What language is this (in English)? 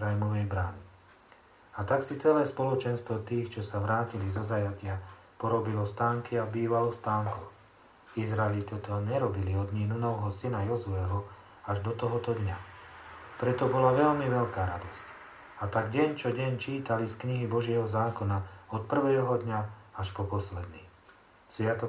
Slovak